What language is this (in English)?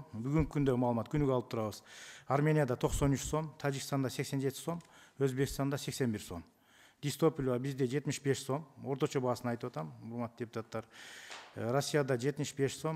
Kyrgyz